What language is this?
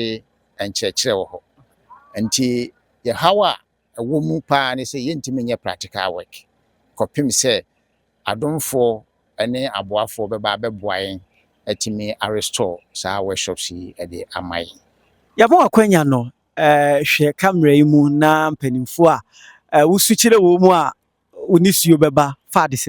Akan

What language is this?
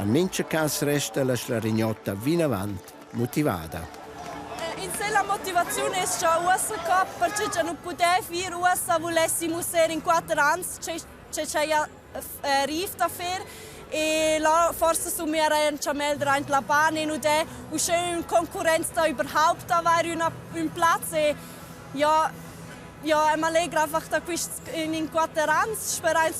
Romansh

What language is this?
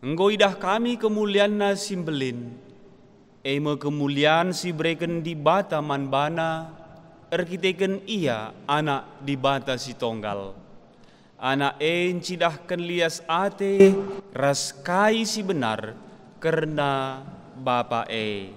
Batak Karo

